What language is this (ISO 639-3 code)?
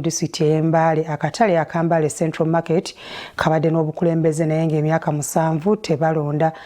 lug